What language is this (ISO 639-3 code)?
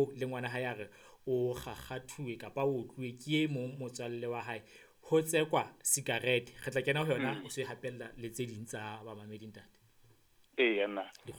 sot